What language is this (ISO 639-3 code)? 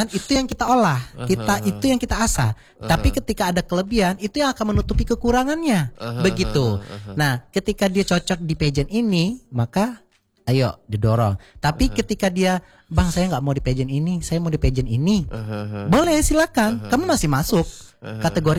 ind